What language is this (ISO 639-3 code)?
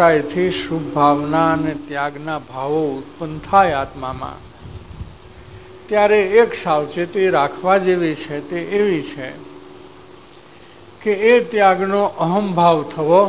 guj